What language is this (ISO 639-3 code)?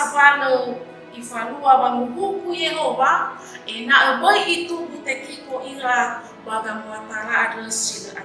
nia